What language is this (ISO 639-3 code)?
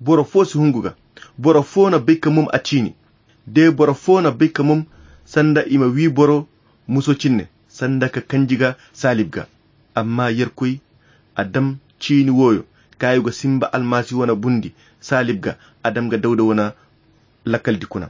khq